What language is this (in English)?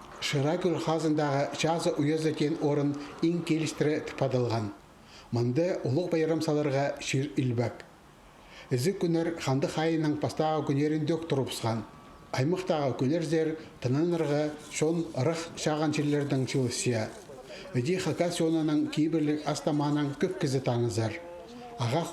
Khakas